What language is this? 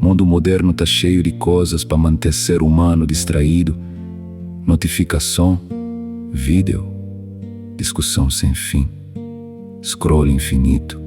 Kabuverdianu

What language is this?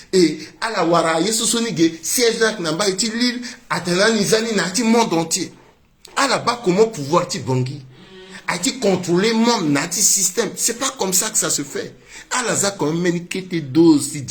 Sango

